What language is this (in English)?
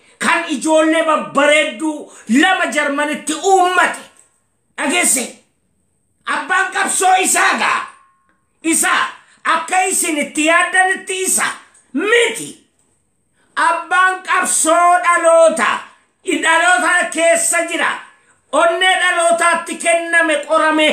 Oromo